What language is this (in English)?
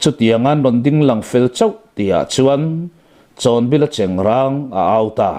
Mizo